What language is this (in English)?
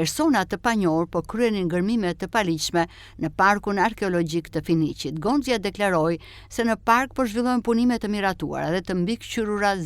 Albanian